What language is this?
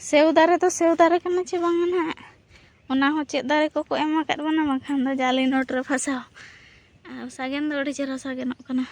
Santali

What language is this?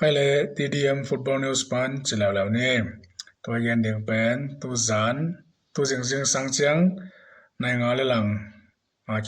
Tedim Chin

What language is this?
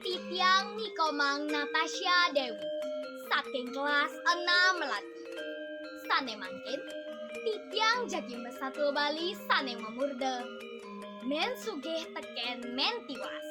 Balinese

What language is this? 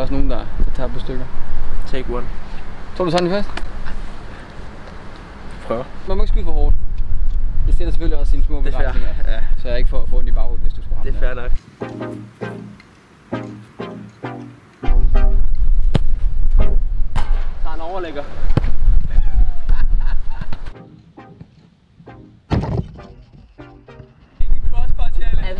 Danish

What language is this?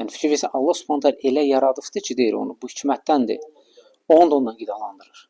Azerbaijani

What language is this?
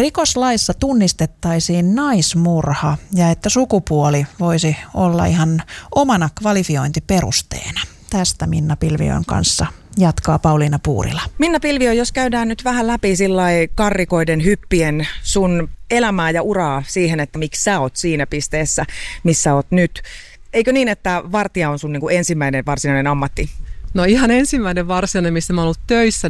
Finnish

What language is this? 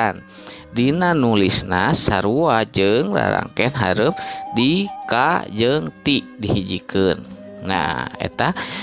Sundanese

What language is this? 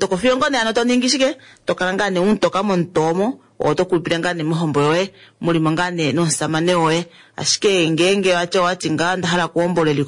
Kuanyama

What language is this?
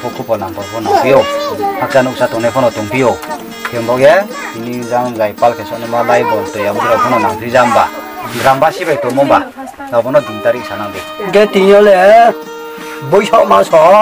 Riang (India)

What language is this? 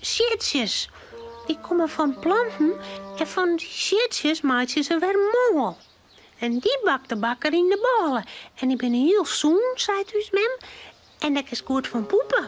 Western Frisian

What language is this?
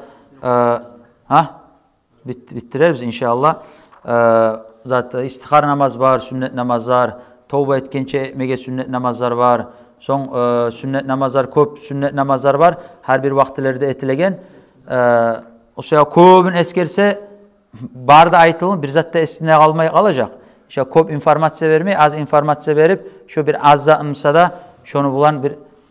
Kumyk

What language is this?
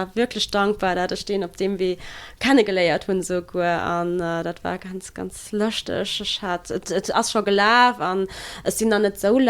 Luxembourgish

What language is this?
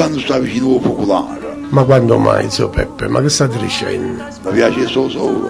Neapolitan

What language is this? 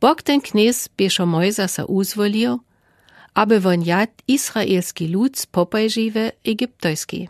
Lower Sorbian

